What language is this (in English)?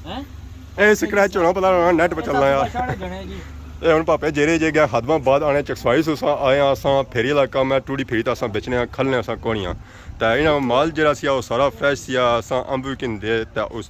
Pahari-Potwari